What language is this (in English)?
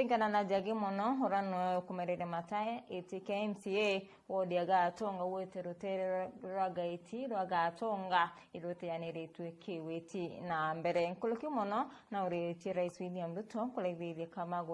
Meru